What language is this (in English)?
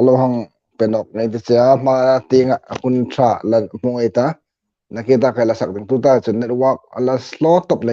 Hmar